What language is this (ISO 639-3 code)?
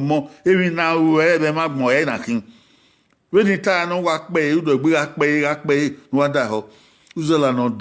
bin